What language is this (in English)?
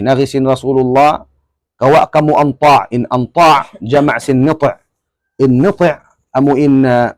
Tausug